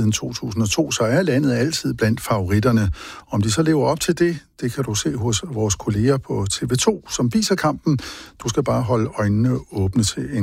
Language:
Danish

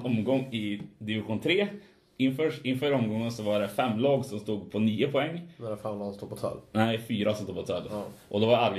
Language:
Swedish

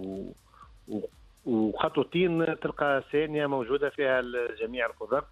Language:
Tunisian Arabic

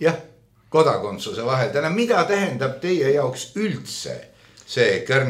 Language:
Estonian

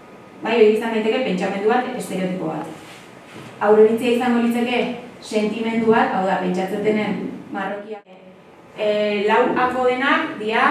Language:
Basque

